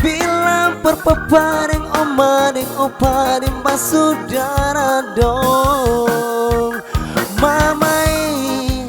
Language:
Ambonese Malay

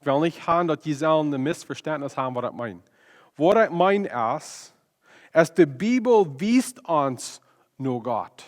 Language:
Plautdietsch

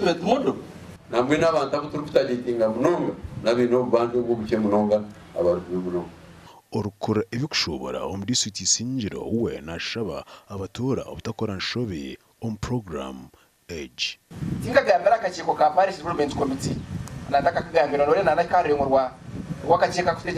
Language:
Nyankole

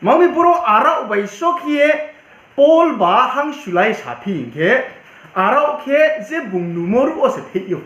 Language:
Riang (India)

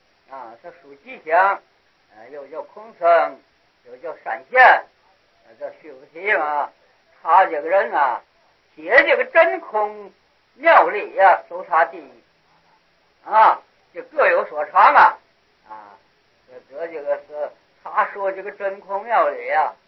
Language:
Chinese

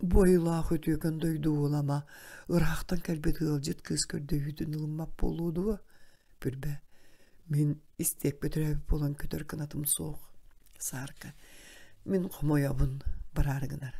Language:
Yakut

